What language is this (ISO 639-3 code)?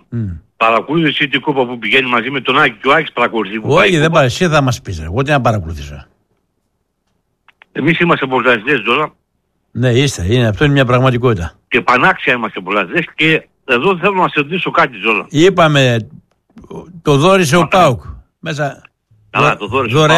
ell